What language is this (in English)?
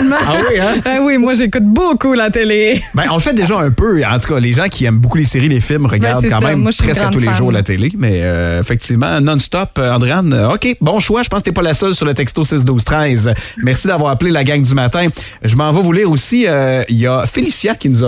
French